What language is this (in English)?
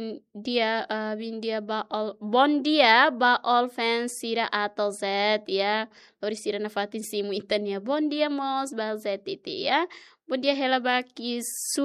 Tetum